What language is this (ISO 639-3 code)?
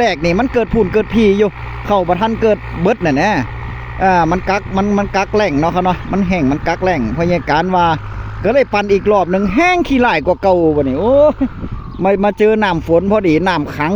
tts